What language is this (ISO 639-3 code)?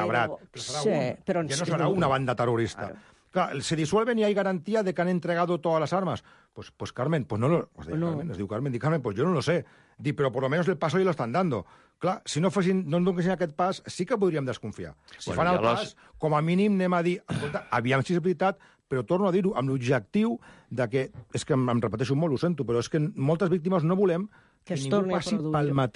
cat